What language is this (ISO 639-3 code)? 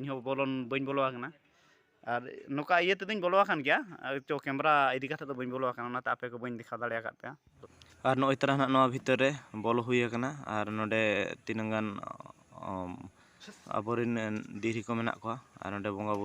sat